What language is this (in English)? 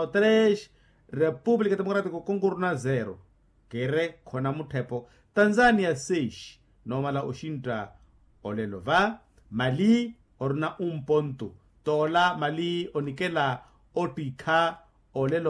Makhuwa